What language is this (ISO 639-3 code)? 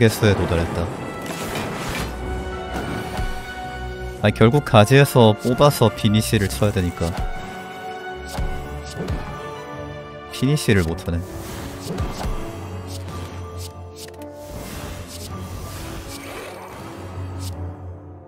kor